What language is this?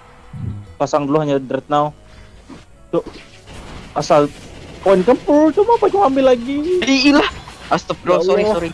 Banjar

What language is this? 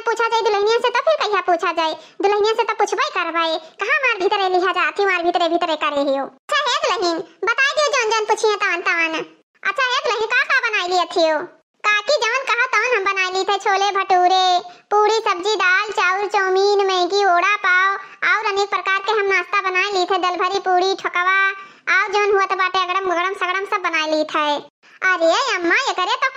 Awadhi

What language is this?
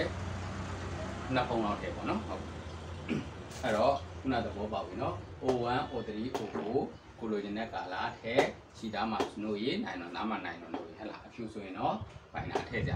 Burmese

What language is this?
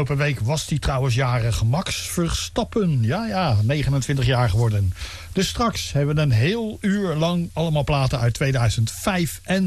Dutch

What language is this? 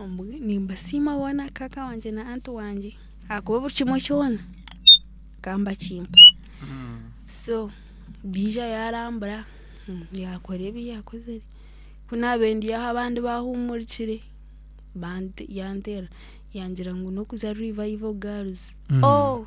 Nyankole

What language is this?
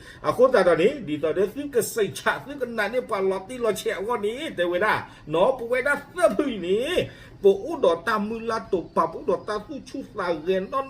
S'gaw Karen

